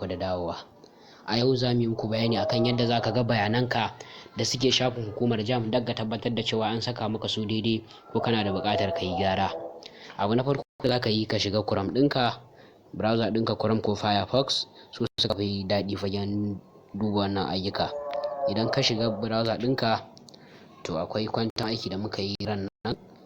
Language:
Hausa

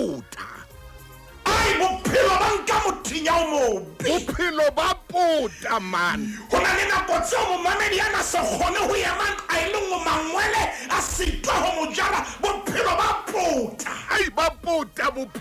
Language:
Southern Sotho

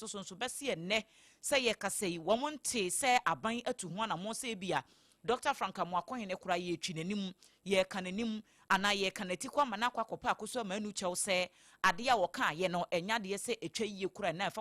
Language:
Akan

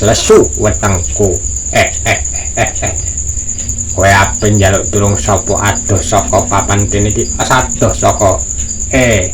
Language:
Javanese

